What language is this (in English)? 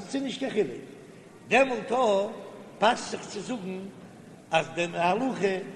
Yiddish